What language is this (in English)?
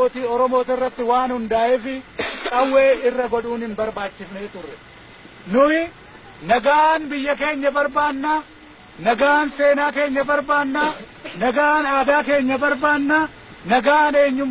Oromo